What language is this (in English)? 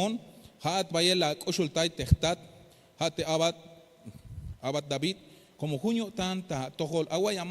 Tzeltal